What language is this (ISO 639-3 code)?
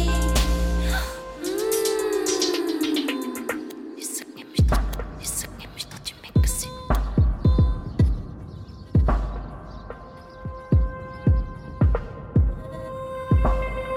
fra